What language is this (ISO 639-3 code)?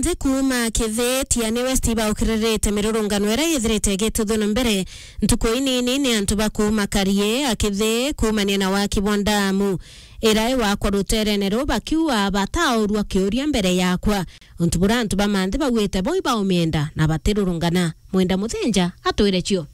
mer